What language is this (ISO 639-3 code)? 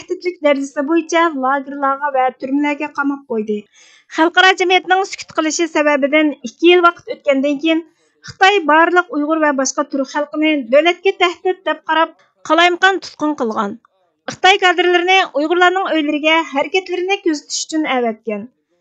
uig